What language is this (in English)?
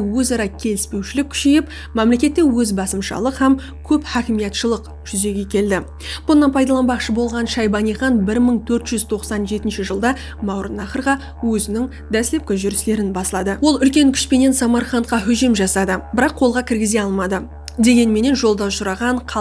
Kara-Kalpak